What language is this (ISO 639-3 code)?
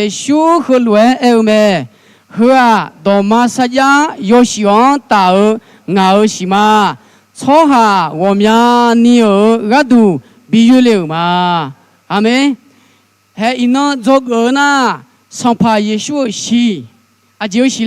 ahk